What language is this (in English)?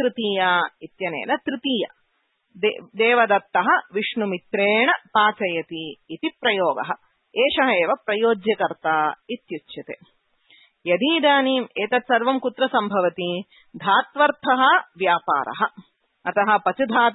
Sanskrit